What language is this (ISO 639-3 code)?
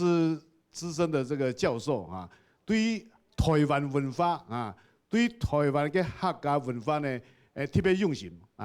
hak